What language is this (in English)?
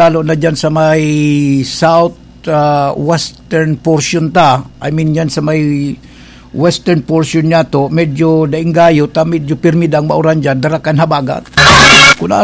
Bikol